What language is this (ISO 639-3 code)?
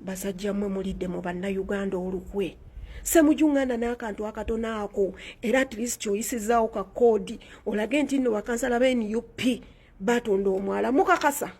lug